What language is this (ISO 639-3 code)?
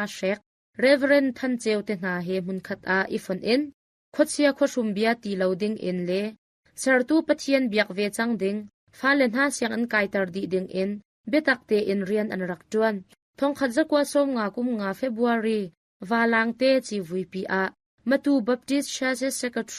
cnh